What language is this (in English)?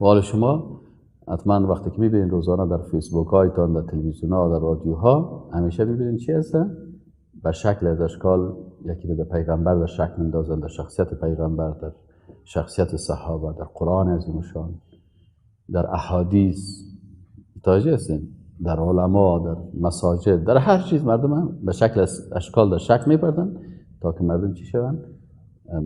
Persian